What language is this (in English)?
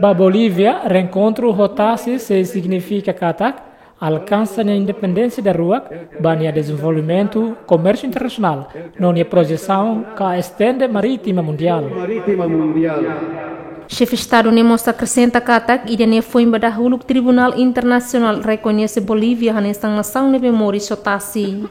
Tetum